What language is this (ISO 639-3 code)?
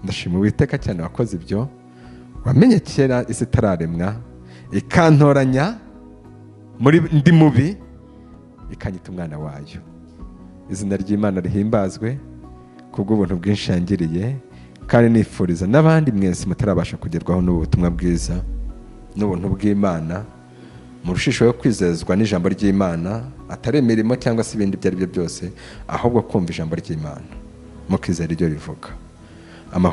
kin